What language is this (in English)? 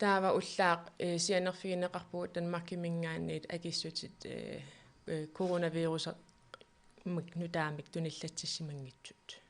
Kalaallisut